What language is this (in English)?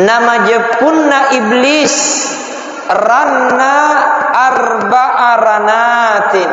Buginese